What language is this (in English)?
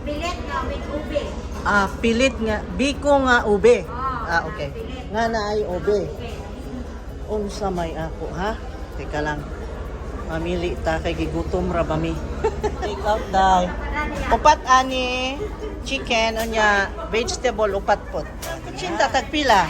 Cebuano